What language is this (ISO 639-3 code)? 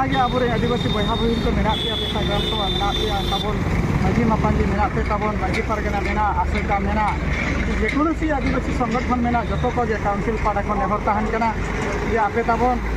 sat